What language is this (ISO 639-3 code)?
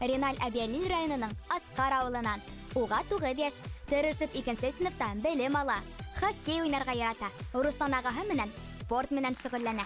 bak